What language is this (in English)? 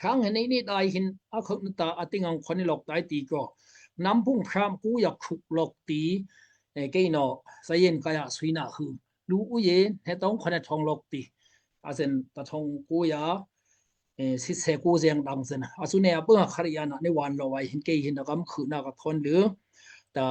Daai Chin